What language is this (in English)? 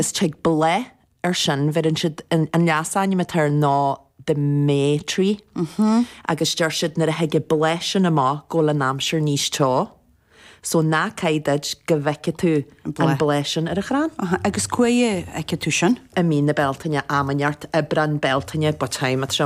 Irish